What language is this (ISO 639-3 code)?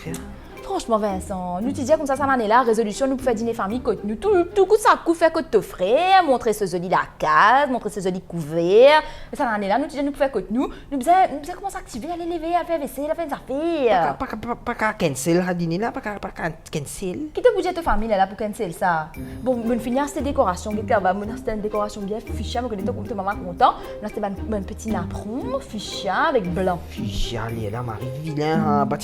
mfe